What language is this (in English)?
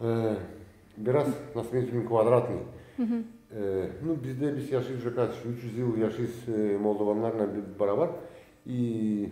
Gagauz